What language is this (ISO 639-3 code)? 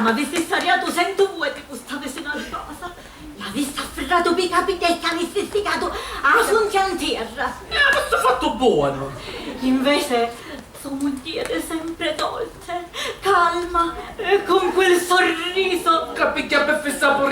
scn